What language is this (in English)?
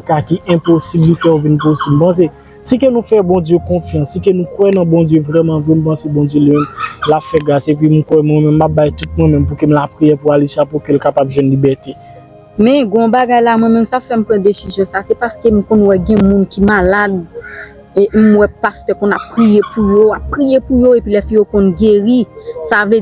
Haitian Creole